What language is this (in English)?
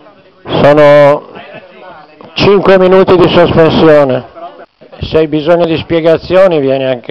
Italian